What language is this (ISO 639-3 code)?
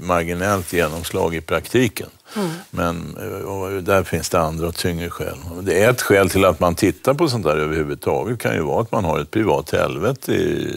swe